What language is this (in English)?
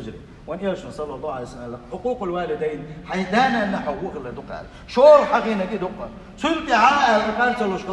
Chechen